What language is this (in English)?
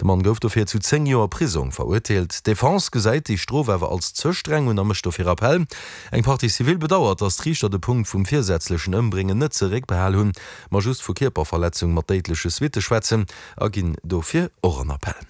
Luxembourgish